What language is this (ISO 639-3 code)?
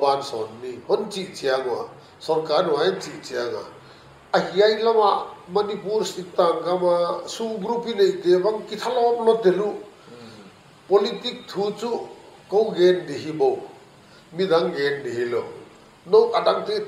pck